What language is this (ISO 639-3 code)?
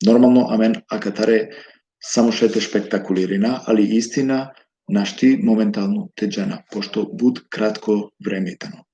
rmn